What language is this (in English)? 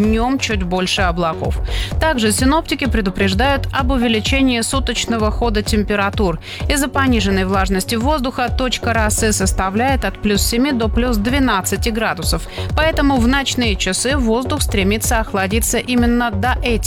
Russian